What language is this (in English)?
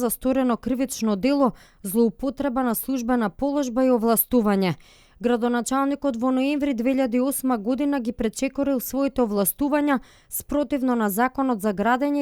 Macedonian